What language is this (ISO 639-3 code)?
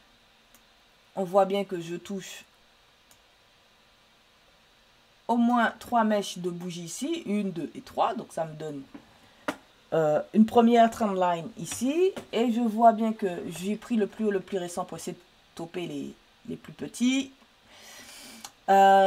fra